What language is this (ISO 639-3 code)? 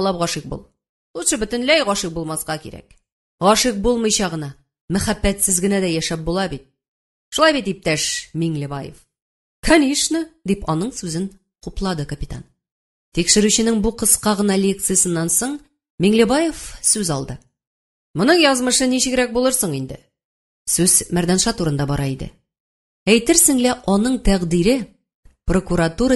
tat